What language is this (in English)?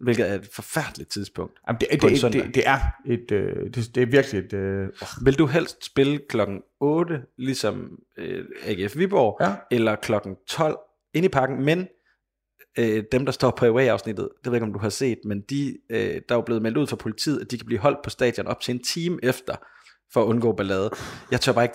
Danish